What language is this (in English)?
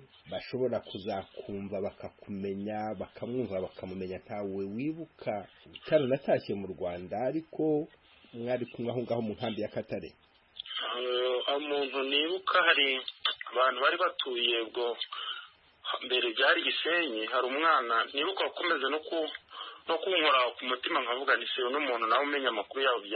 Kinyarwanda